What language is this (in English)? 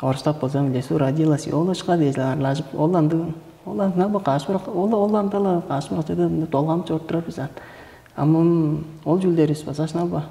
Tuvinian